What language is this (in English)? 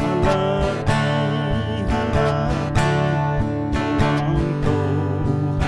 Poumei Naga